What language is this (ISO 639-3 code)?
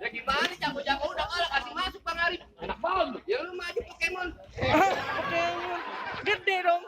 bew